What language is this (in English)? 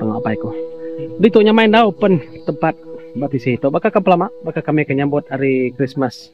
Iban